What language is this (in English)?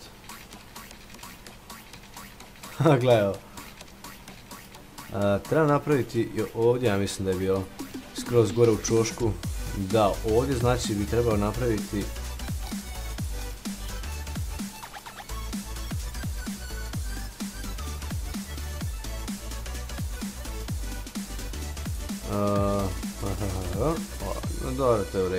Croatian